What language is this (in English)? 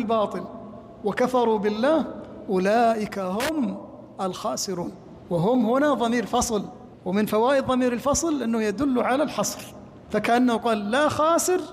Arabic